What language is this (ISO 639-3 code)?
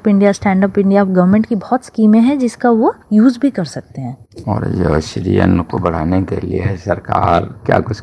hin